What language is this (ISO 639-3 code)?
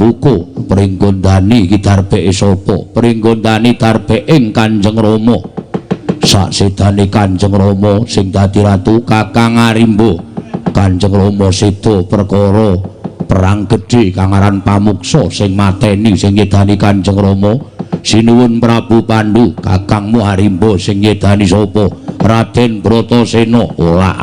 jav